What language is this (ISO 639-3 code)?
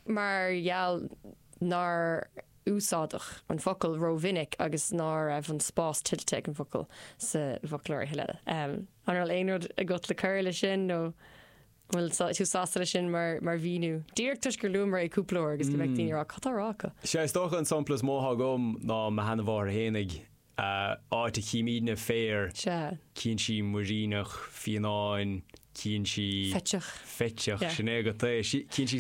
gle